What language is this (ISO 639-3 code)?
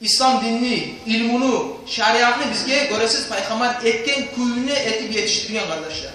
kum